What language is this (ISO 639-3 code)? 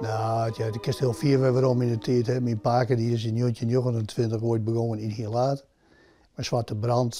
fry